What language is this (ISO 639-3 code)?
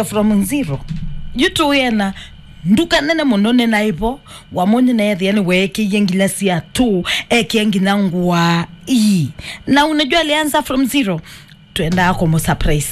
kam